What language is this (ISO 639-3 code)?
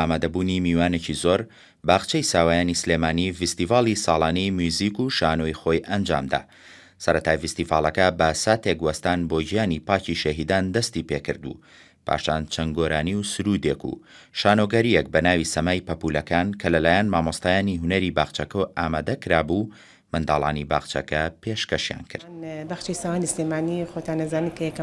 ckb